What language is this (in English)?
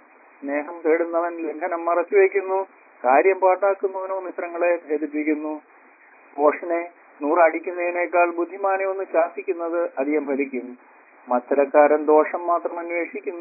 Malayalam